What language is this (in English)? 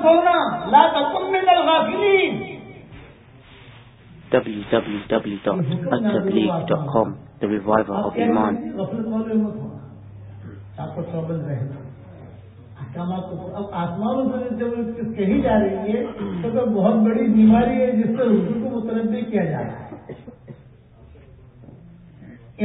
Urdu